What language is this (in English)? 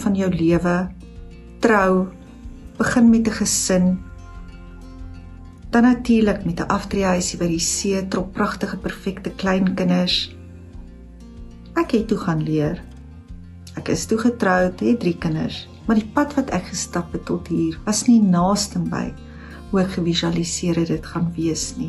Afrikaans